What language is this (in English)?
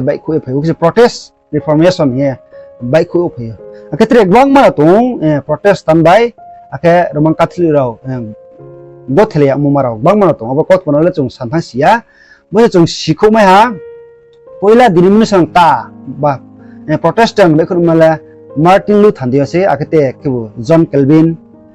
Riang (India)